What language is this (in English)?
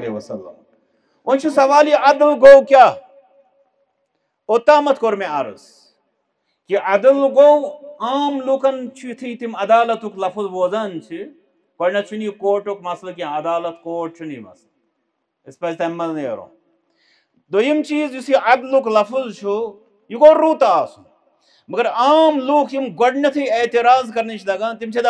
Kashmiri